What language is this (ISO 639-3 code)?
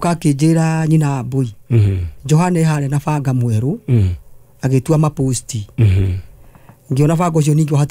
kik